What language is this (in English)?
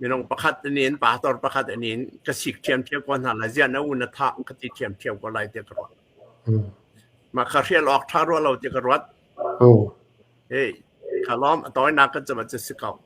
Hakha Chin